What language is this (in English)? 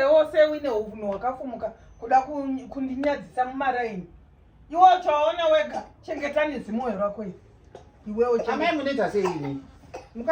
Shona